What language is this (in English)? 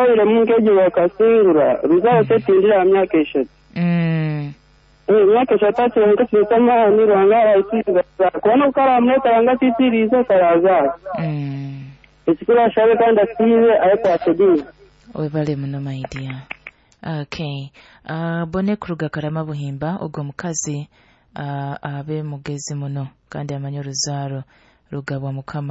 Nyoro